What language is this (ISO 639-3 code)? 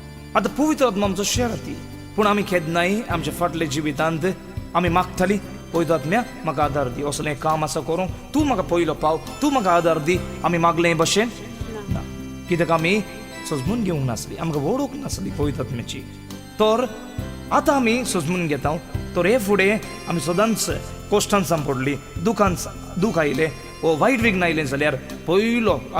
kok